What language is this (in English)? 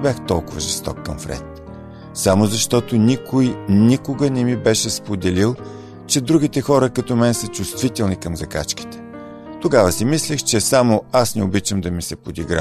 Bulgarian